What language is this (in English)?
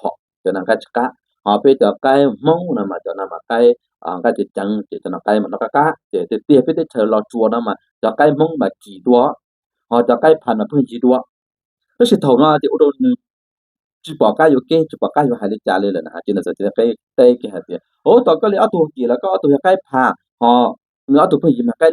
Hmong